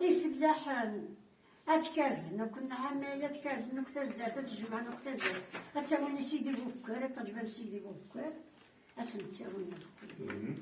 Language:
Kabyle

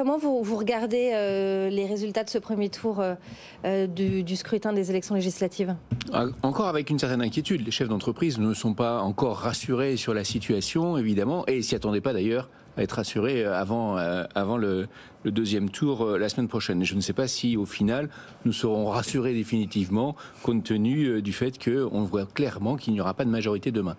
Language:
French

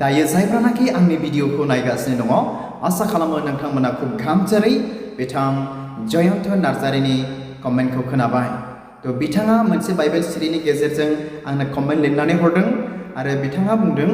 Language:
Bodo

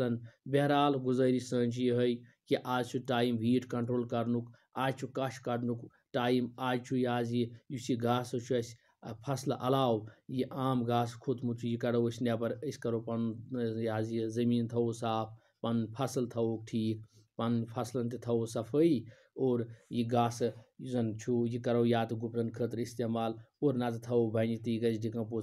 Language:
Kashmiri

